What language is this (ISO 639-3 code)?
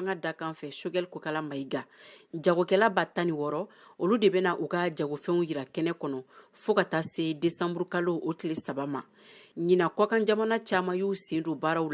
bam